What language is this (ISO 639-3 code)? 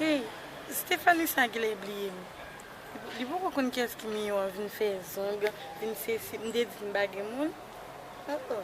hat